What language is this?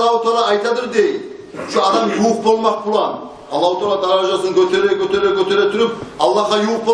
Kumyk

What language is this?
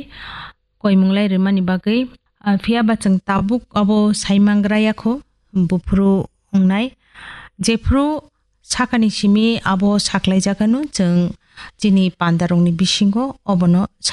Kok Borok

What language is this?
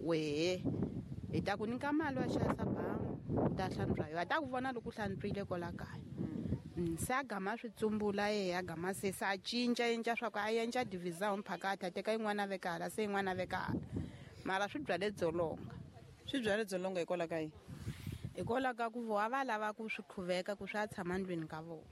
Tsonga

